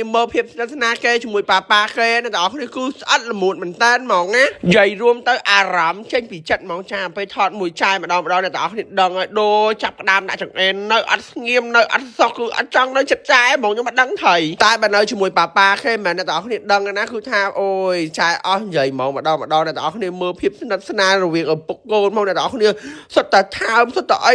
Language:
Khmer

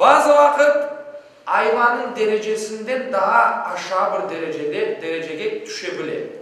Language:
Crimean Tatar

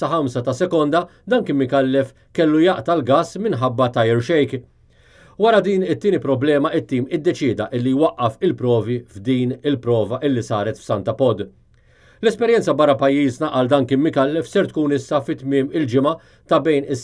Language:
Maltese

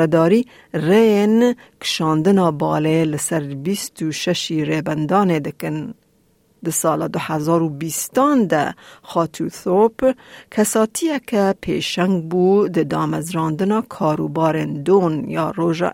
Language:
Kurdish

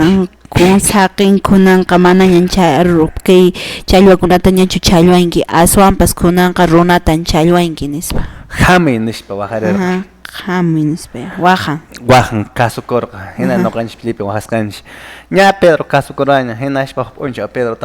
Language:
Quechua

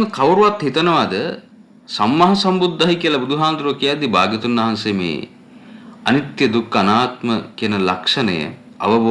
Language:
Sinhala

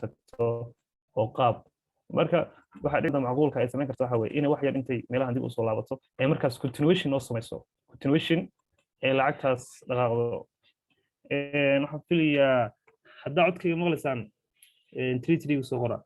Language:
Somali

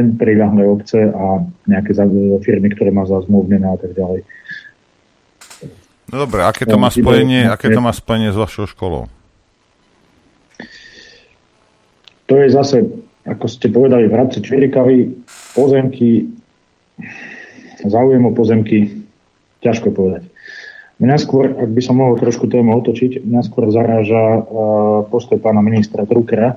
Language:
Slovak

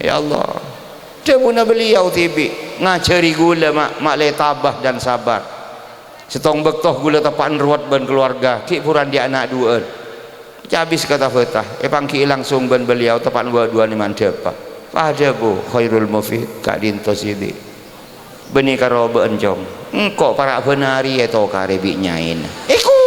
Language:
Madurese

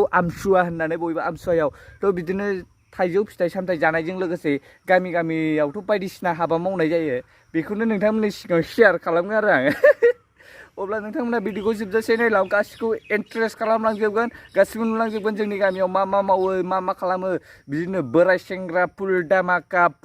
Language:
Bodo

